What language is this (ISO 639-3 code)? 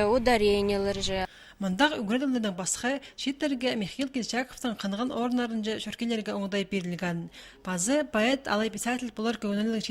kjh